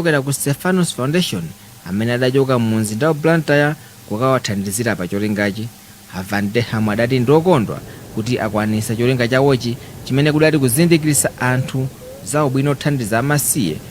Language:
Nyanja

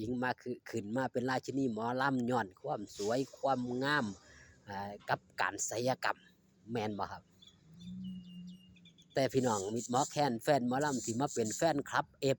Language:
Northeastern Thai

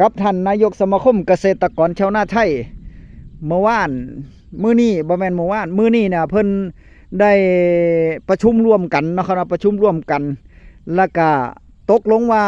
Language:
Northeastern Thai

